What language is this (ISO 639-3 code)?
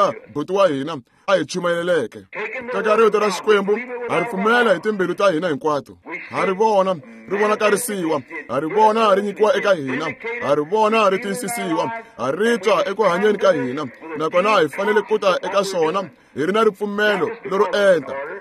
tso